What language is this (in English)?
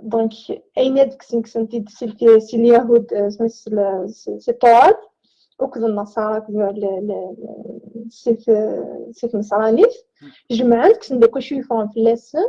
Kabyle